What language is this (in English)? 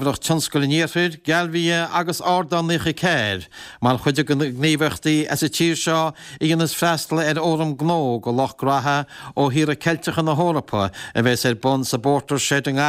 Irish